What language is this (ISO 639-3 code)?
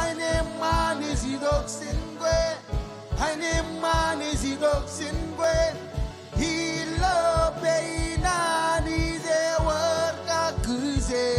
mah